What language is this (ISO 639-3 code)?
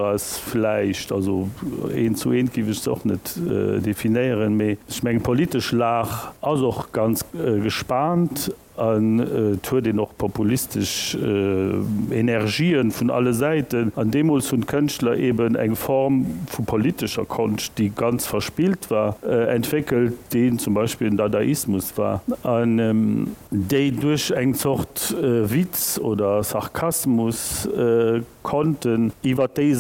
ltz